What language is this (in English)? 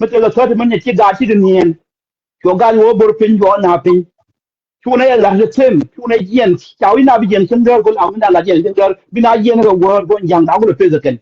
Nuer